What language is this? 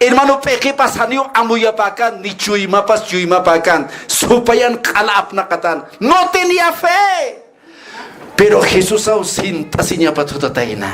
Aymara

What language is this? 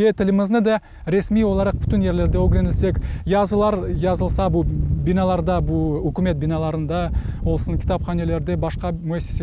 Crimean Tatar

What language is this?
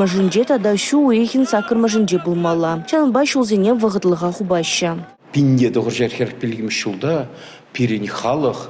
Chuvash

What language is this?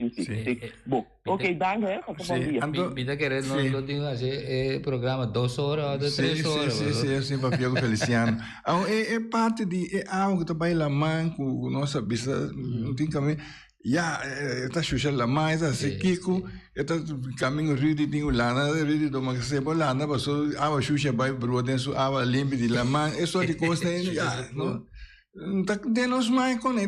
Papiamento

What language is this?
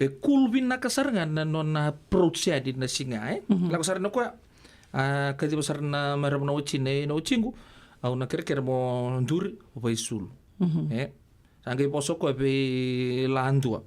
Fijian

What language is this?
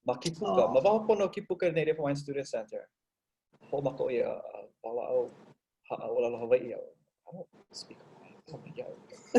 Hawaiian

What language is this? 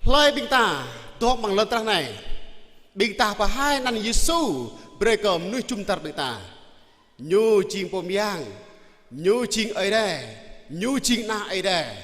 Jarai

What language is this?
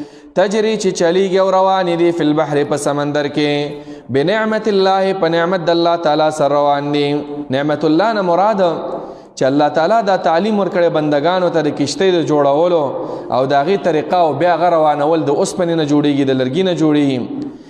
Pashto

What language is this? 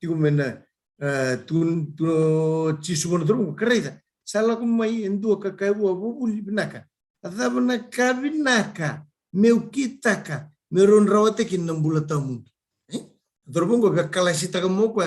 Fijian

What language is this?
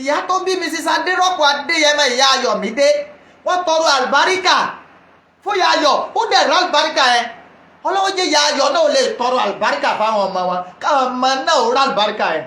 Yoruba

